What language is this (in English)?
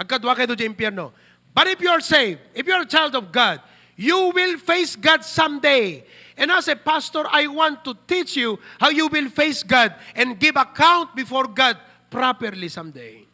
Iloko